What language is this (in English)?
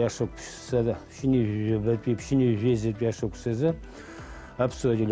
Abkhazian